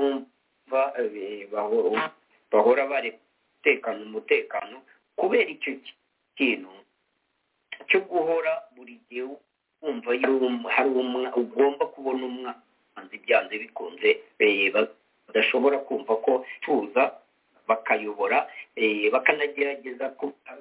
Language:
Kinyarwanda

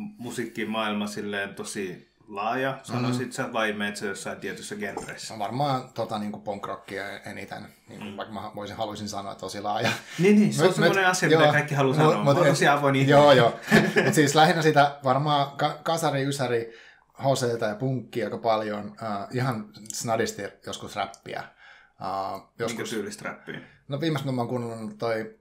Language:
Finnish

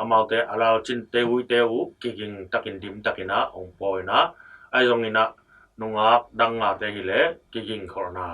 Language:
Tedim Chin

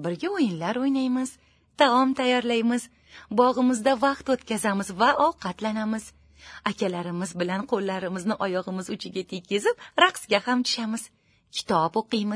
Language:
Uzbek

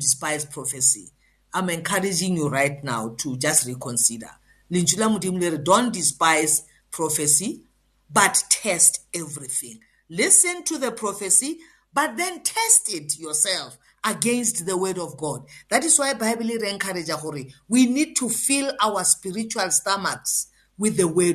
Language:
English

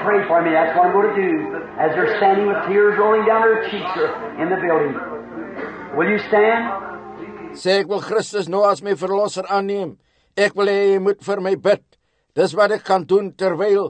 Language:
Afrikaans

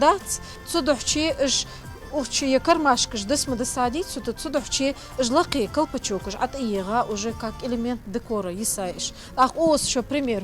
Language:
Ingush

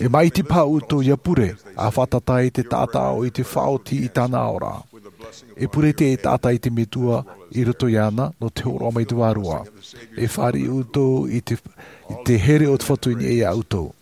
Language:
Tahitian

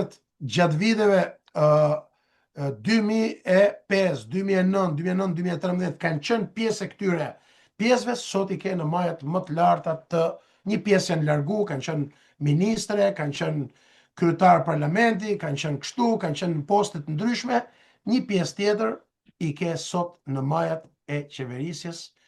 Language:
Albanian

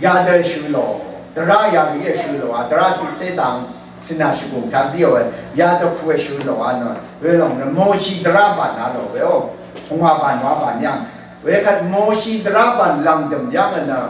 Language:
Rawang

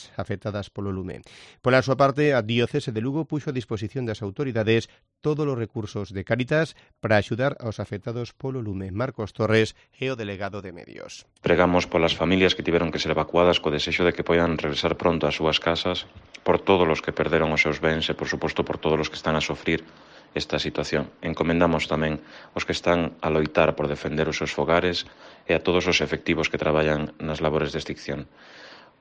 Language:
Galician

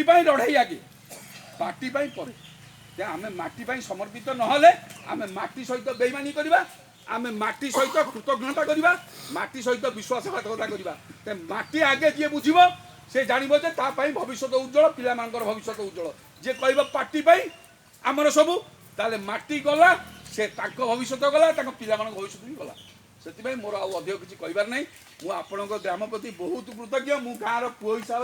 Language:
Odia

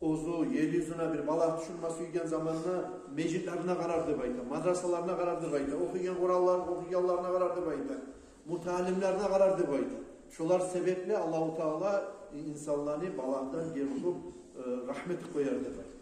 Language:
Kumyk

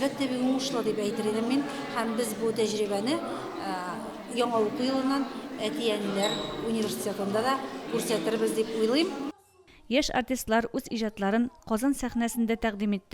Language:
Tatar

